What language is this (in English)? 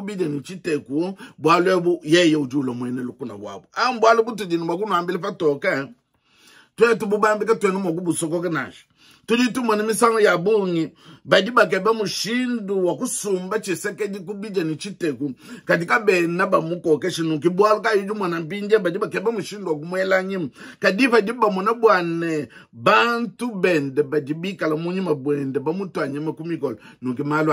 Luba-Lulua